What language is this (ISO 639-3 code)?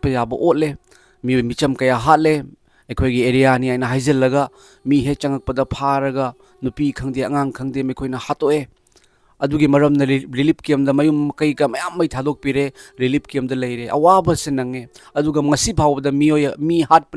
mni